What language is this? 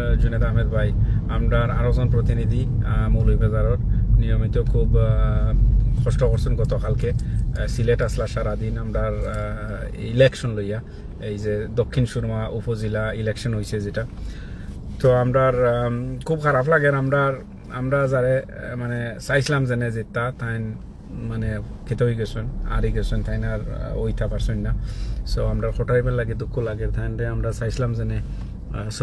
Sylheti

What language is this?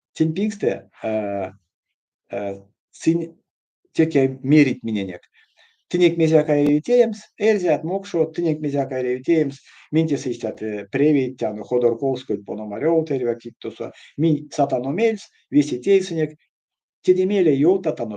Erzya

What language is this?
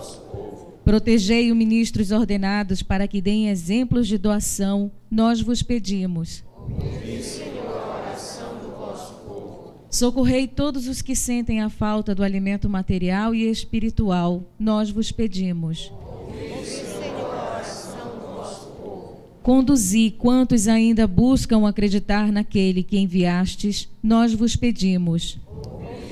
Portuguese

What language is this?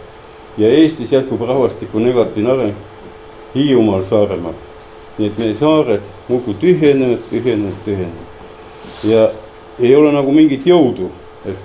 Estonian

